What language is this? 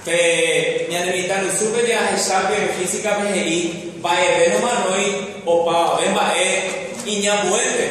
Guarani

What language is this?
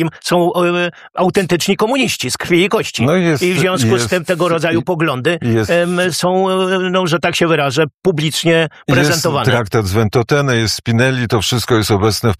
Polish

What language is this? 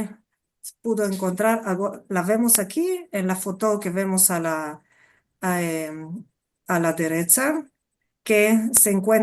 Ladino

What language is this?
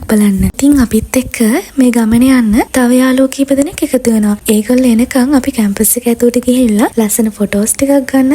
Sinhala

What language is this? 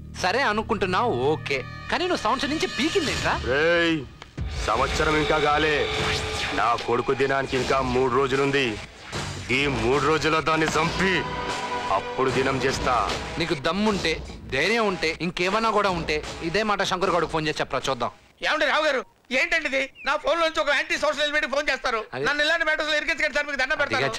Telugu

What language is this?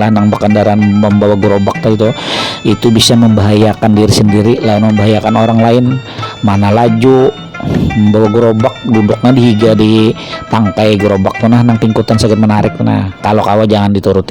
Banjar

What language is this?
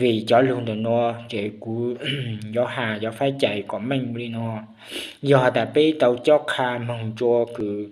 Hmong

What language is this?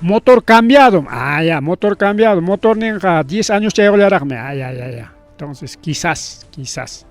Ayacucho Quechua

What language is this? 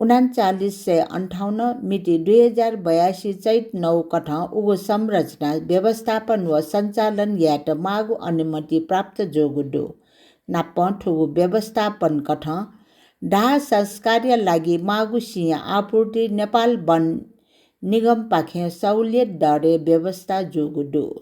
Newari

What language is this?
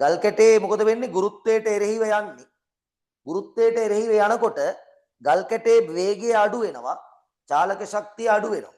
Sinhala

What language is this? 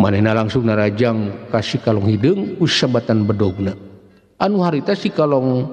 Sundanese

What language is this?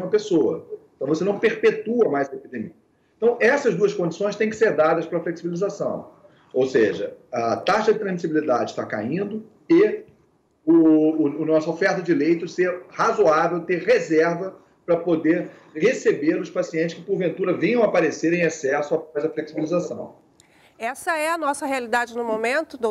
Portuguese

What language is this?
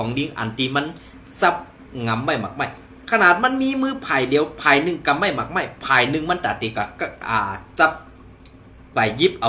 Shan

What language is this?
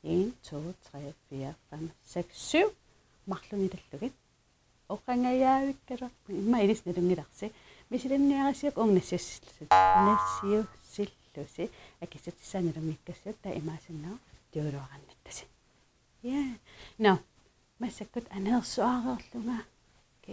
Kalaallisut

